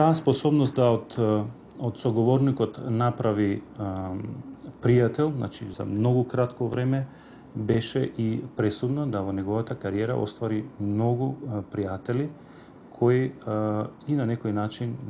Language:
Macedonian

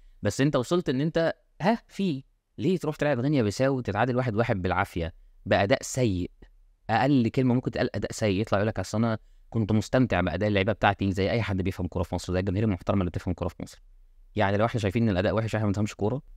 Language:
Egyptian Arabic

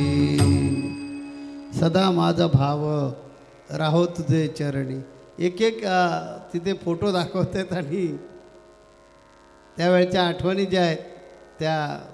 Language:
Marathi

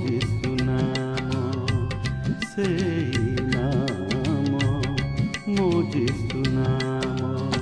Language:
Odia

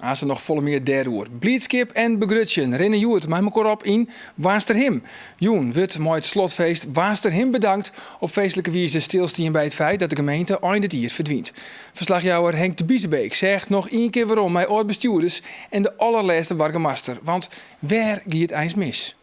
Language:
Western Frisian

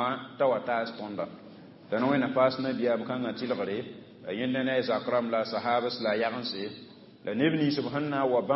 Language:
Mossi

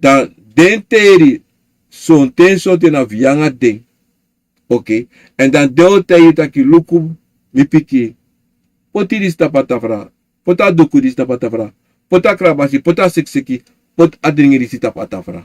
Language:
Sranan Tongo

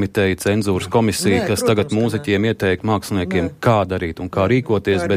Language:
Latvian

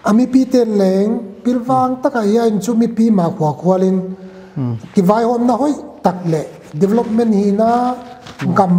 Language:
Paite Chin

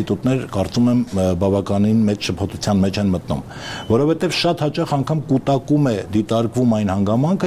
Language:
Armenian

